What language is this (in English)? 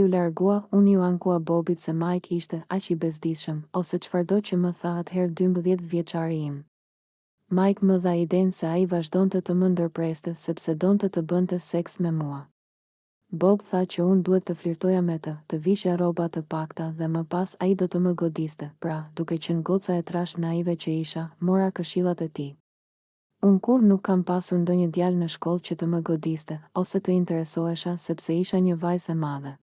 Albanian